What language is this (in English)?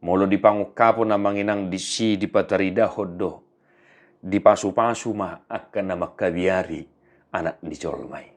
Batak Toba